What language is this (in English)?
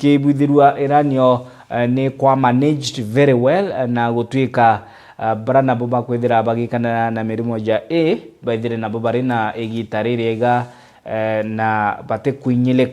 Meru